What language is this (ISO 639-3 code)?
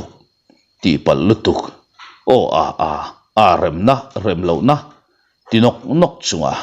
lus